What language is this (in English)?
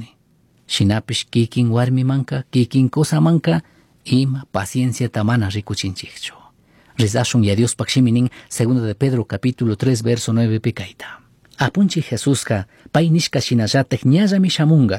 Chimborazo Highland Quichua